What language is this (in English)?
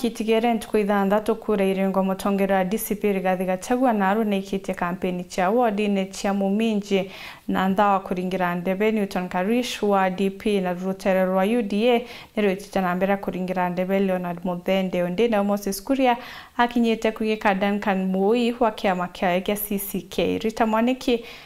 Meru